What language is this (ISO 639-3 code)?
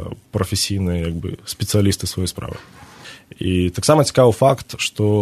bel